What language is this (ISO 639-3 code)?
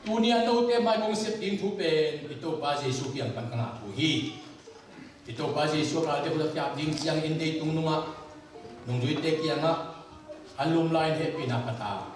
ctd